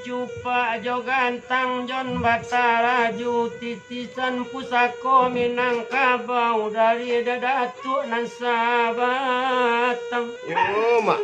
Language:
Minangkabau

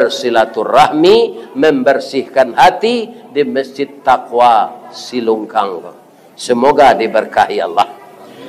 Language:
Minangkabau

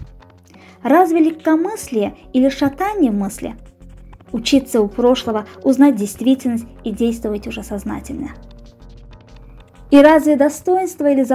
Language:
Russian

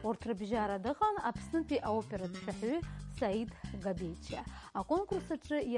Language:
Abkhazian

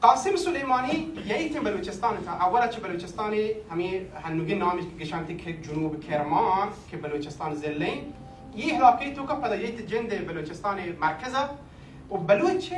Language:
Baluchi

